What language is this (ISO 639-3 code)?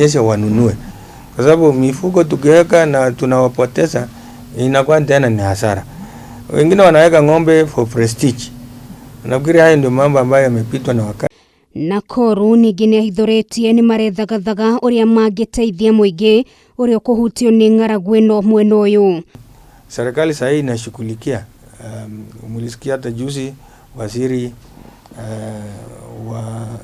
kik